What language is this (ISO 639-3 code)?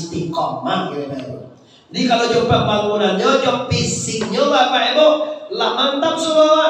min